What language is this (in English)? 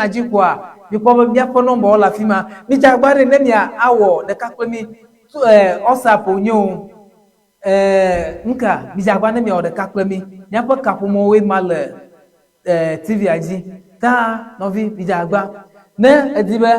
Ewe